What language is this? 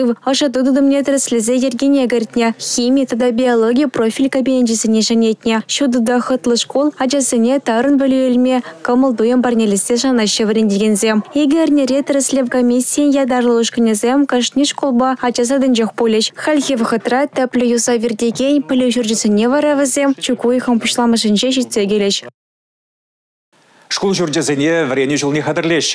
Chuvash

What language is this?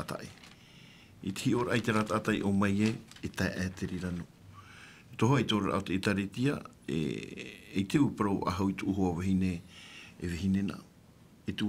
Tahitian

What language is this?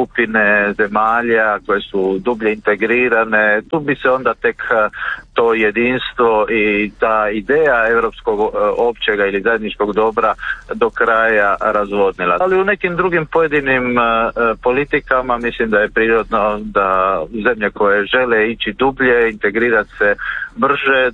Croatian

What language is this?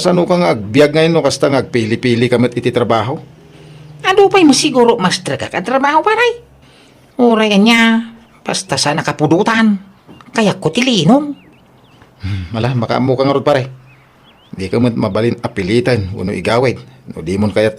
Iloko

